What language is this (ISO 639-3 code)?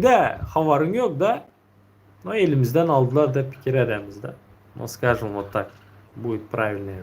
tuk